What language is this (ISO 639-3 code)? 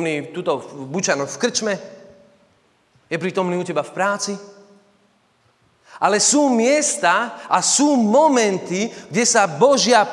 slk